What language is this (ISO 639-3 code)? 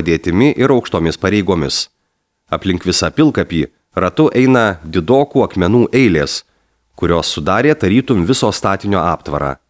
lit